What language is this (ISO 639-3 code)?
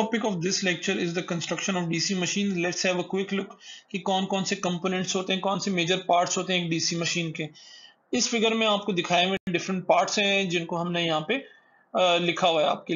hin